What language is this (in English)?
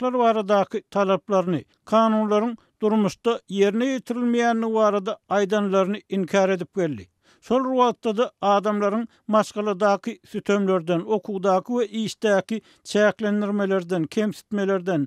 Turkmen